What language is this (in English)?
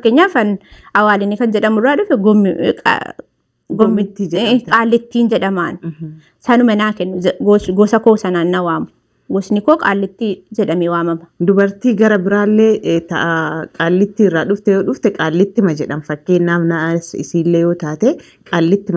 Oromo